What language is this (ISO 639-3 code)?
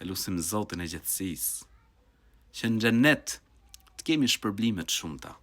sqi